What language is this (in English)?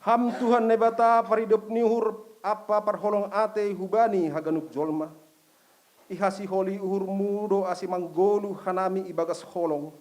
Batak Simalungun